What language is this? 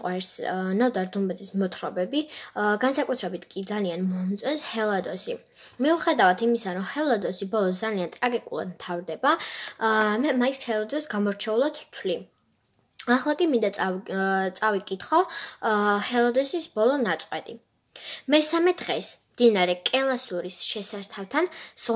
Georgian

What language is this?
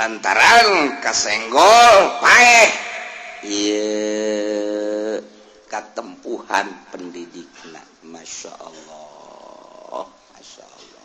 Sundanese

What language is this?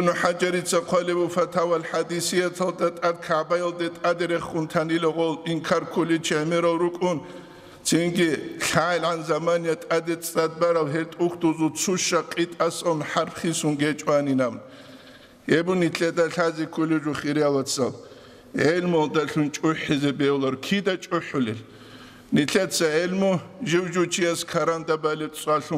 Avaric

